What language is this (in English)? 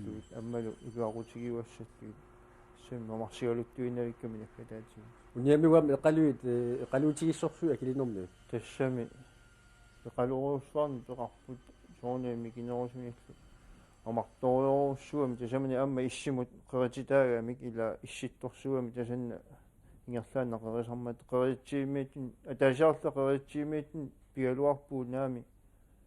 Kalaallisut